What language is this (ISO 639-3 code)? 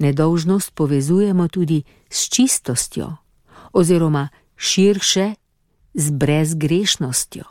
slv